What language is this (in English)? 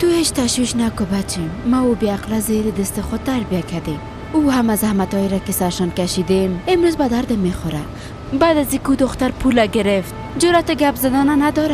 Persian